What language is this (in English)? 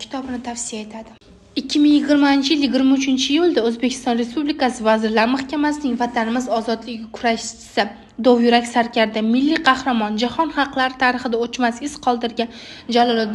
Uzbek